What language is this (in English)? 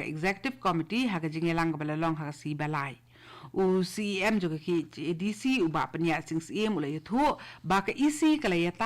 Khasi